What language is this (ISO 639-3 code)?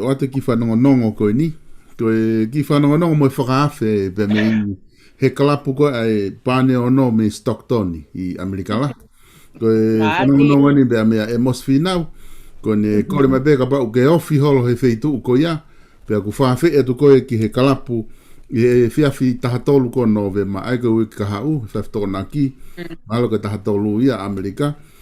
ton